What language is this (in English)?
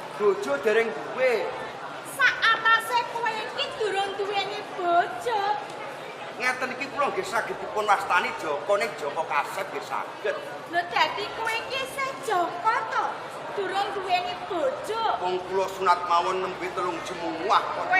Javanese